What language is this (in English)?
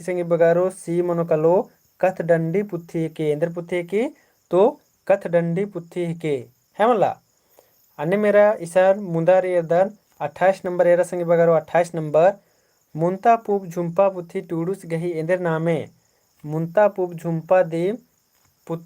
Kurukh